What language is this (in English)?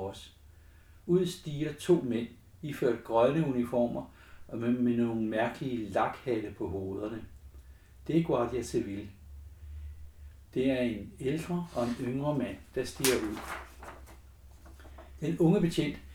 Danish